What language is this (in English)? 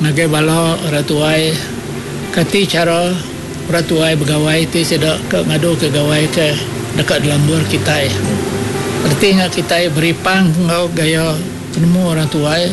Iban